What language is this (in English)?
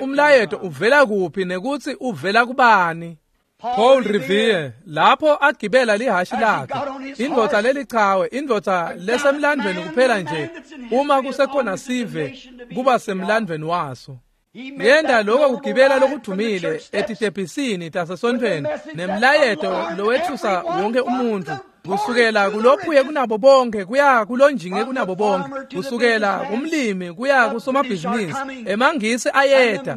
Swati